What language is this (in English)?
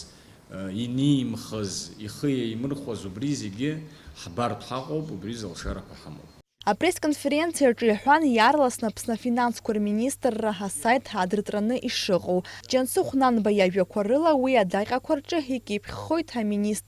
Abkhazian